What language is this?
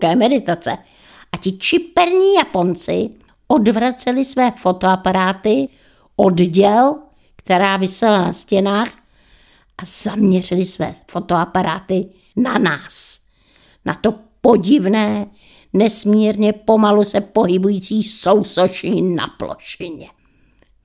Czech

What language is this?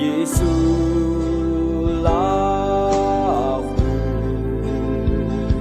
Akha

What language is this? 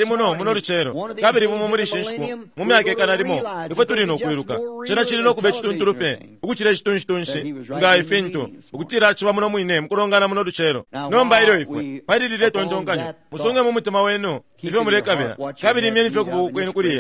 Bemba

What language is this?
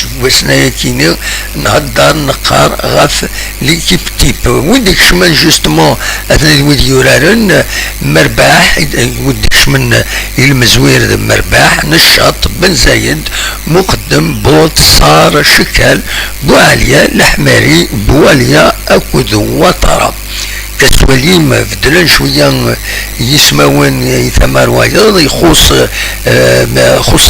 Kabyle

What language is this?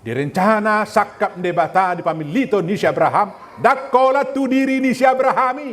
Batak Toba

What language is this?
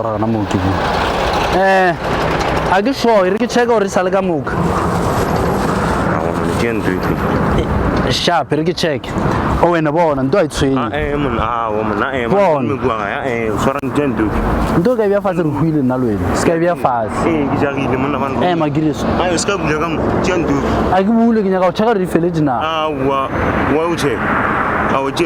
Northern Sotho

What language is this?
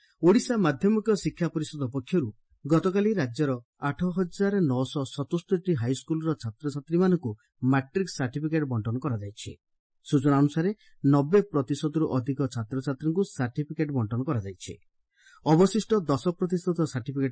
Odia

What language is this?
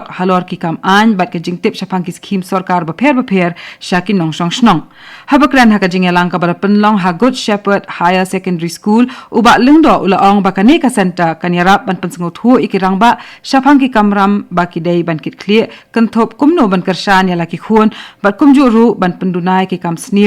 Khasi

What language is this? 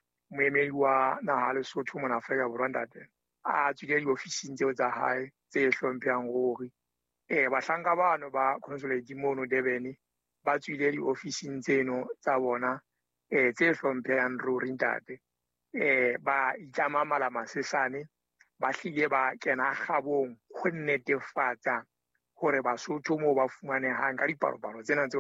Southern Sotho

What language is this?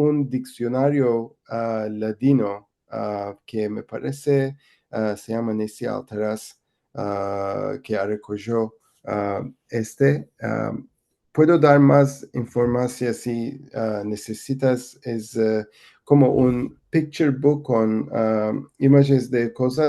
Ladino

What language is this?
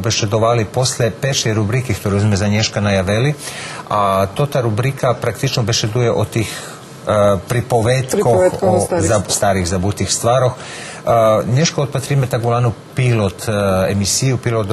Rusyn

